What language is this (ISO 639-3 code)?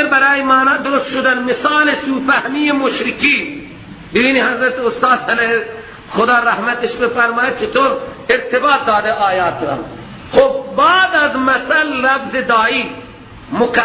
fas